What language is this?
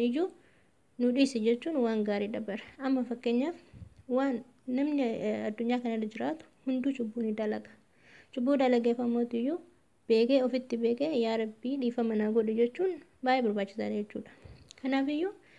Oromo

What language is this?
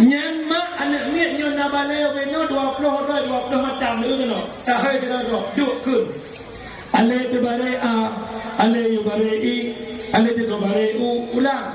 Achinese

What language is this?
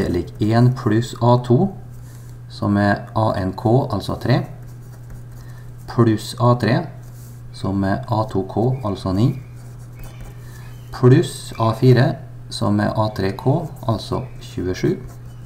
Norwegian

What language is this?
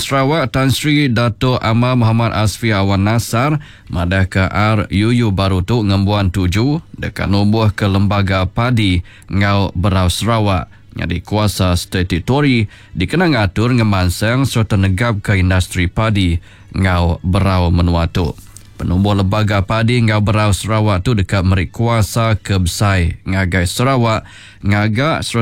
Iban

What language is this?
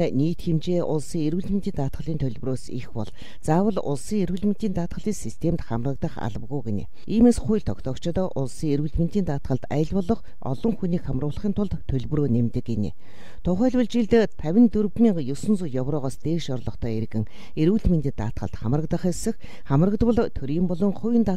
Mongolian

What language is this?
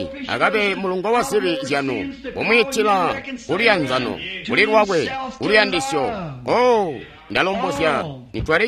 Tonga (Zambia)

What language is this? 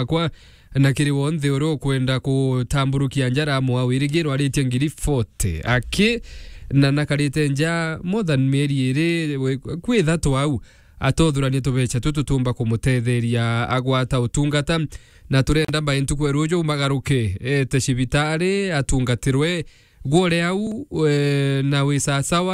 Meru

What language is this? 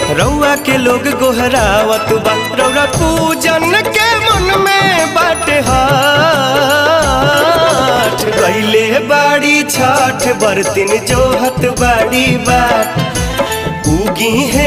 Bhojpuri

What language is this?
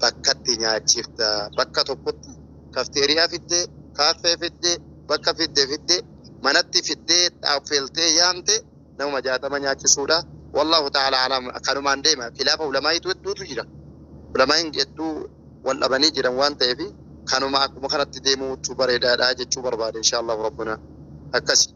Oromo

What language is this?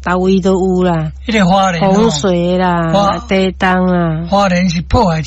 Min Nan Chinese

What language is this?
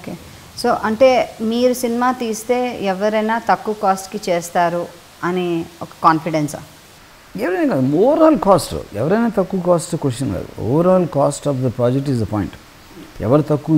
Telugu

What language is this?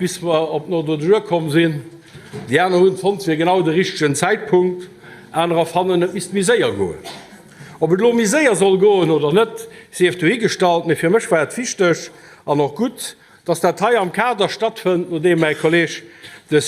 Luxembourgish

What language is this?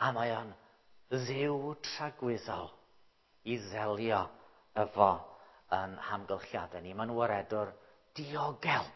Welsh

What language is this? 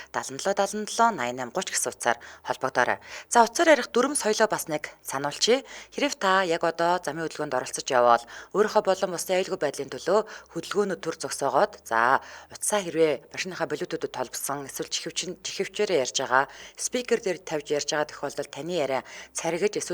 Mongolian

